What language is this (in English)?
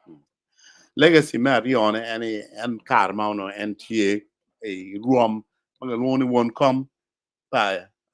Acoli